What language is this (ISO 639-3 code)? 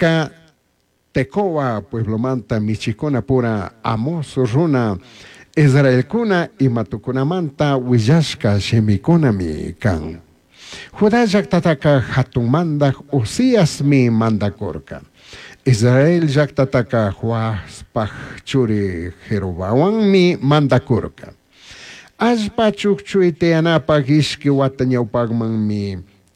qug